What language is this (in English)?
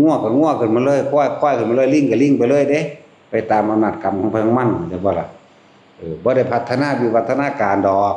Northeastern Thai